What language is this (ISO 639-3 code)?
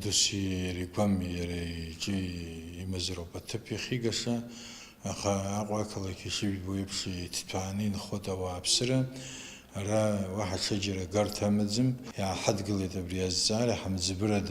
abk